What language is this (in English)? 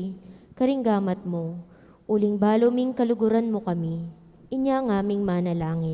Pampanga